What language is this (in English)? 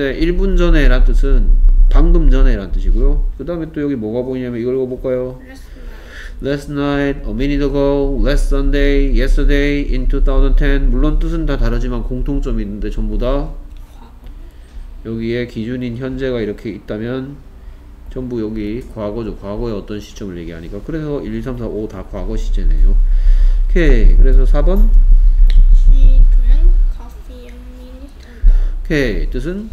Korean